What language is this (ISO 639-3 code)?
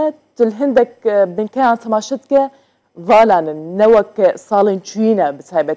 kur